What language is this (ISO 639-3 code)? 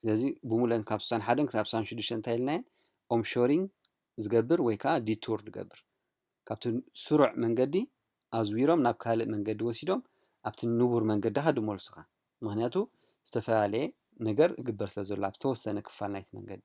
tir